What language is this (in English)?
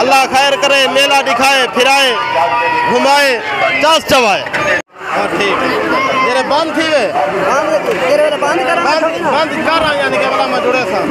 Saraiki